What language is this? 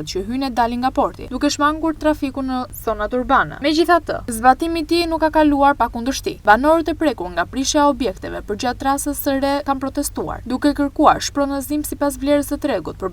Albanian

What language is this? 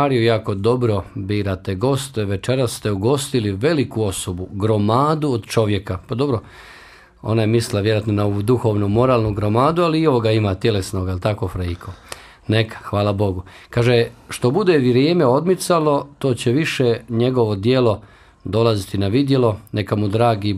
Bosnian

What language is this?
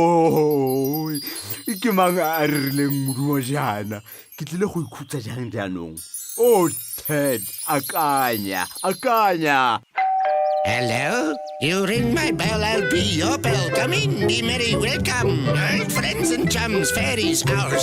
Tswana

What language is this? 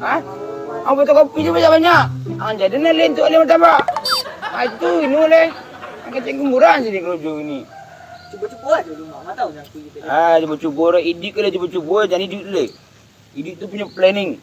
Minangkabau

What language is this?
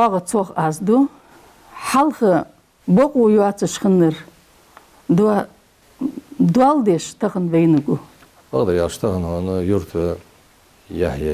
Ingush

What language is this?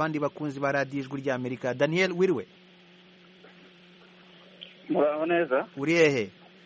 Kinyarwanda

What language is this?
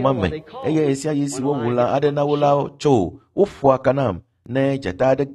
Ewe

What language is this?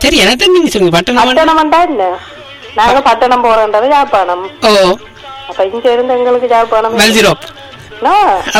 Tamil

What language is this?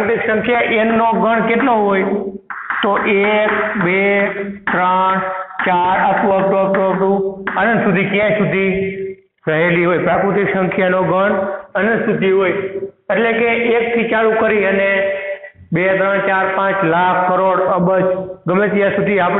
Gujarati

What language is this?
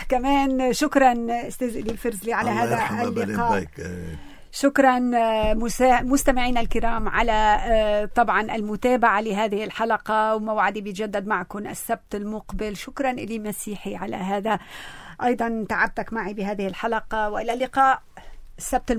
North Levantine Arabic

